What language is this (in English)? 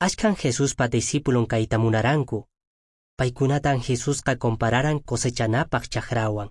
Quechua